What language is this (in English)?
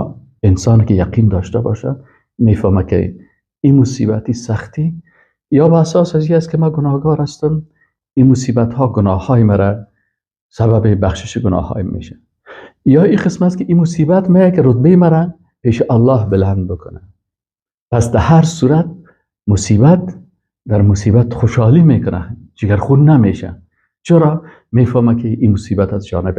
Persian